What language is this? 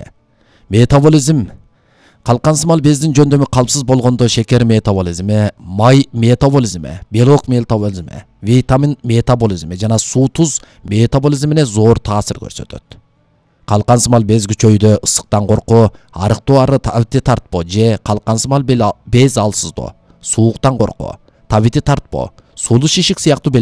Kyrgyz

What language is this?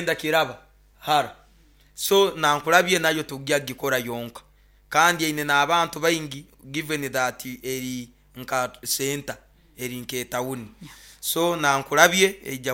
Nyoro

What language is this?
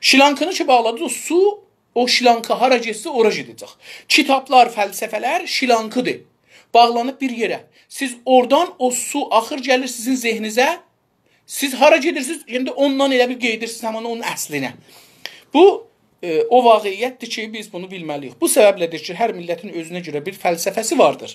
South Azerbaijani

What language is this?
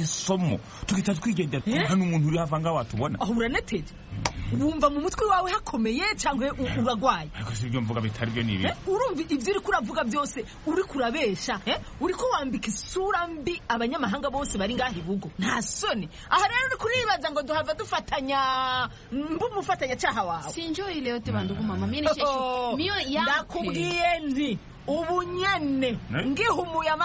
Kinyarwanda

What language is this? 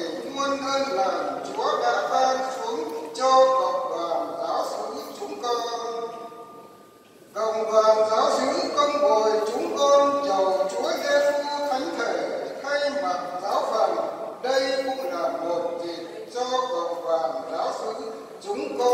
Vietnamese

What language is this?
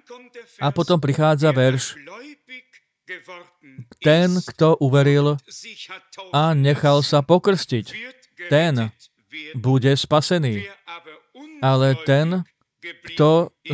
Slovak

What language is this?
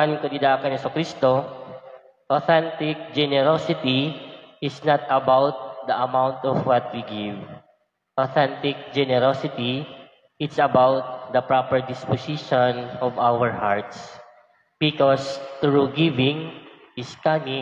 Waray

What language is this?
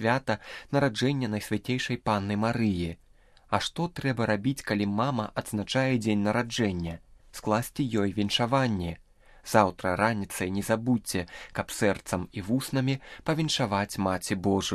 Belarusian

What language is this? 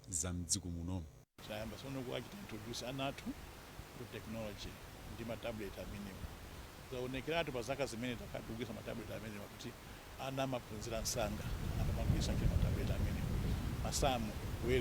Nyanja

